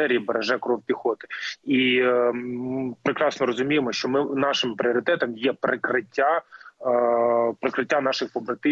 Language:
Ukrainian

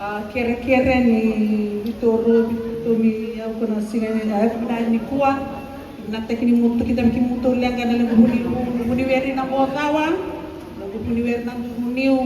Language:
Fijian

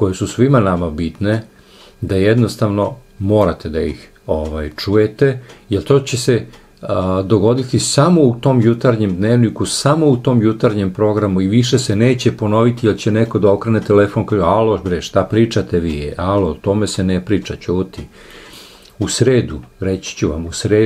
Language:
Serbian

